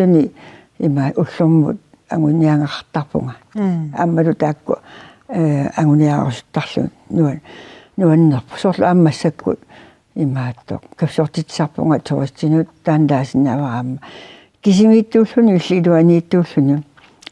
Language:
Kalaallisut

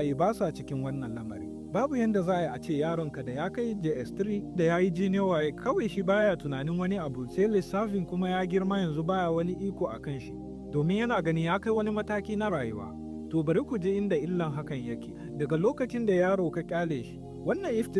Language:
Hausa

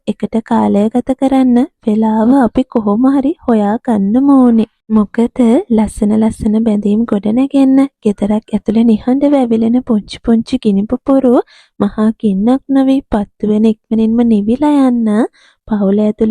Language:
Sinhala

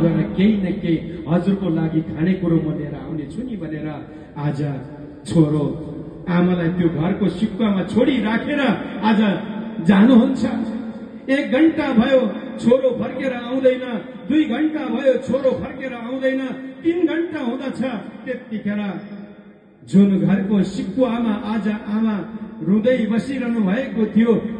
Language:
Nepali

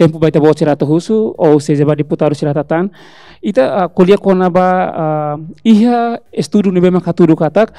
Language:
Tetum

